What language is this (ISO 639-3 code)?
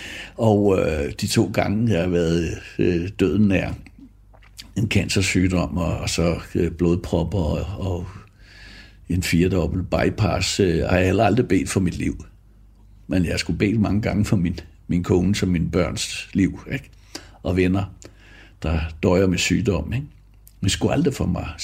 dan